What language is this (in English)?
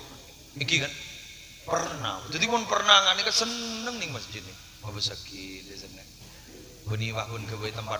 Madurese